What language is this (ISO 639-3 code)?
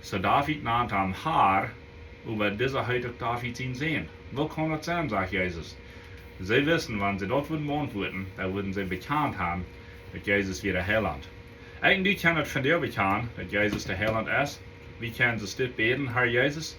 pdt